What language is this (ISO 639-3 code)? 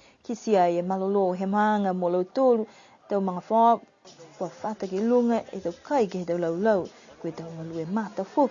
niu